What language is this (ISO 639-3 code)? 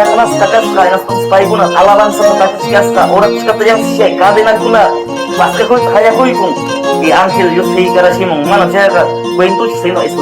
que